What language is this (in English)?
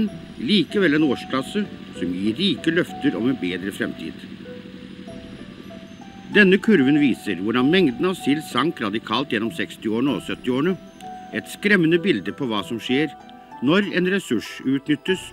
Norwegian